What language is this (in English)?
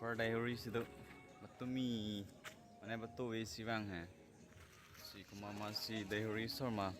Karbi